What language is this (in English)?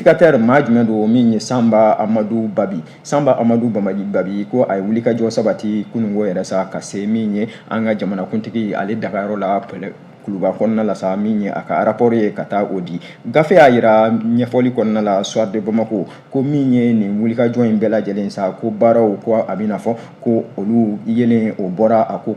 Bambara